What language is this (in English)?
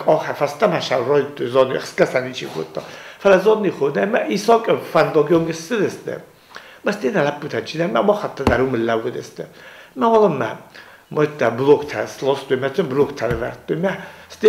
Ossetic